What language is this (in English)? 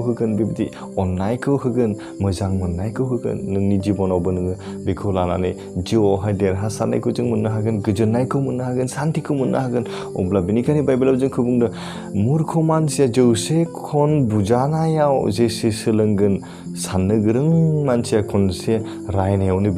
Bodo